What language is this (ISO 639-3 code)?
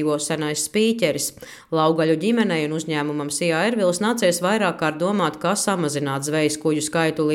lav